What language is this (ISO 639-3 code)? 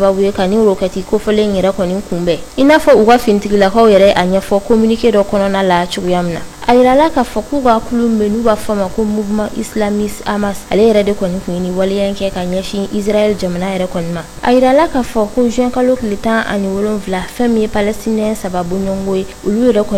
bam